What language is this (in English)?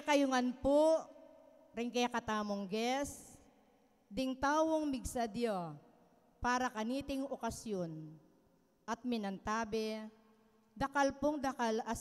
Pampanga